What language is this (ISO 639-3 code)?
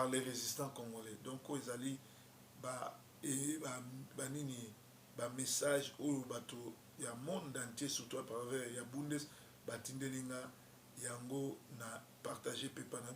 lin